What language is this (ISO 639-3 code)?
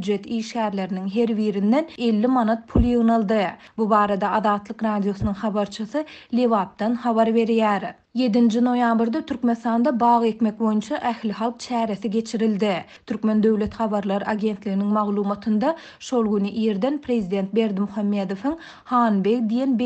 tuk